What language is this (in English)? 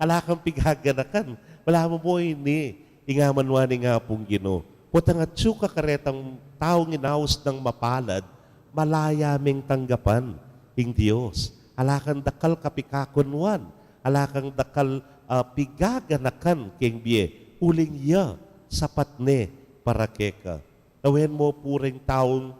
Pampanga